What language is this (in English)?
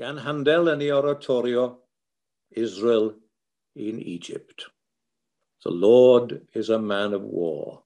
Welsh